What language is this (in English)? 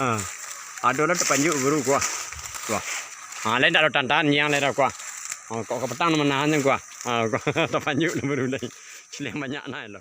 Minangkabau